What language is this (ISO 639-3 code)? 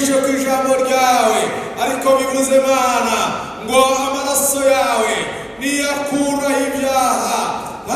run